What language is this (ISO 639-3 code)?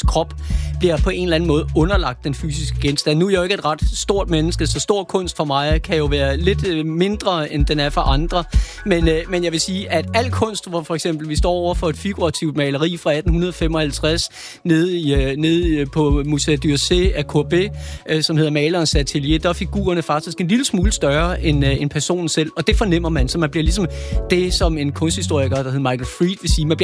dan